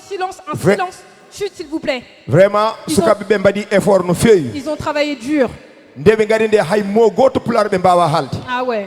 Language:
Fula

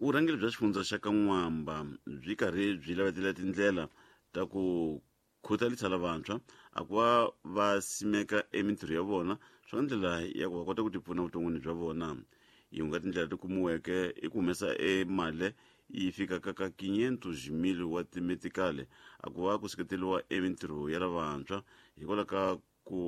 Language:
Tsonga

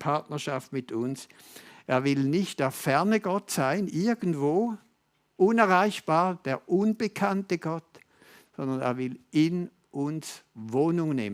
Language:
Swiss German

